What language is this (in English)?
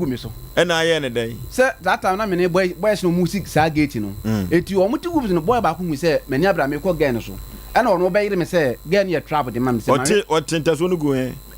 Akan